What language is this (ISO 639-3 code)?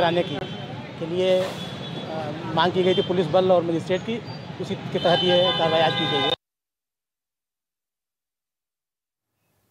hin